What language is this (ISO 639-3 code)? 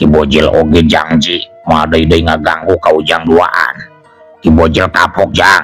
sun